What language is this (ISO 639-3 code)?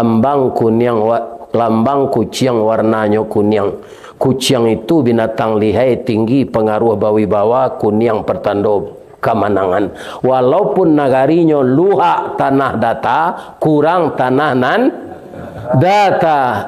min